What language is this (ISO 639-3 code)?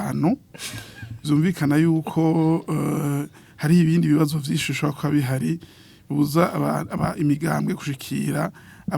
run